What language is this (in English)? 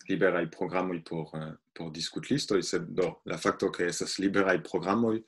Esperanto